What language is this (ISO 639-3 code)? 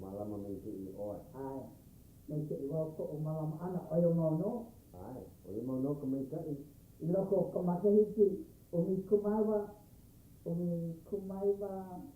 haw